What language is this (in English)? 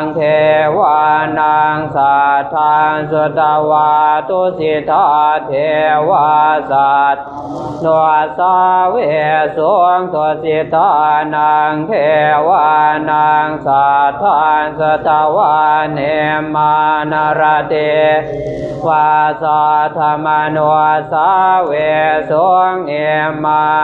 Pali